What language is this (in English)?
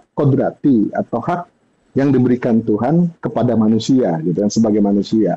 Indonesian